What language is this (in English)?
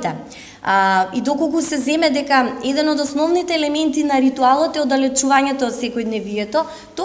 Macedonian